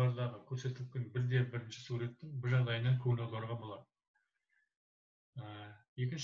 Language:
Kazakh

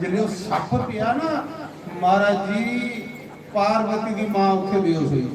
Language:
Dogri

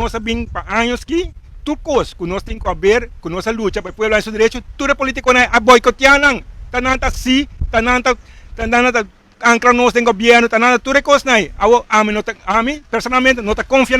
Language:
Papiamento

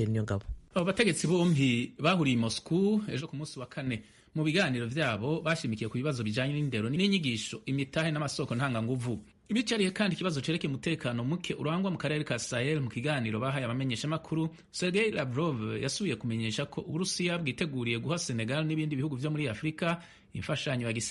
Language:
Rundi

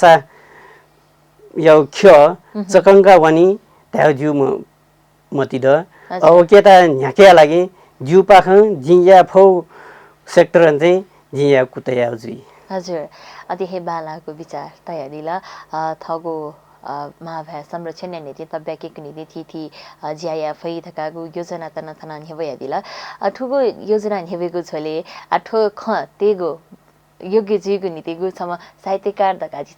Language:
Newari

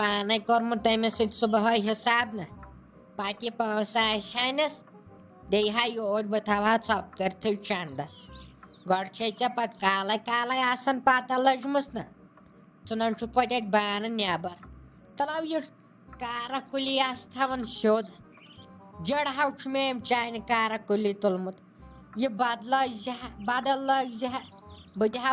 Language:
Kashmiri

